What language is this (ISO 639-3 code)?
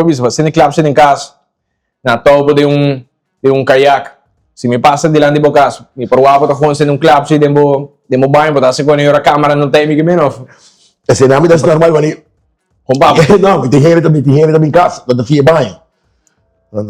pap